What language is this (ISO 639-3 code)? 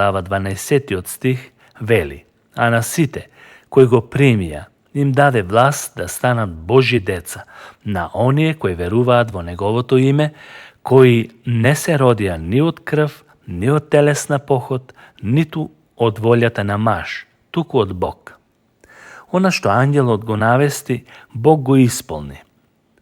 mkd